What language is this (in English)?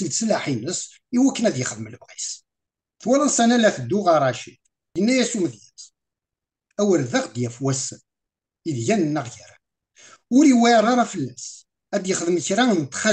Kabyle